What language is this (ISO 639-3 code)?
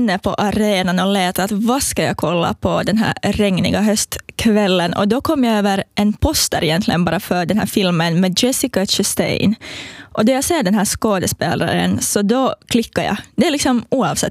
swe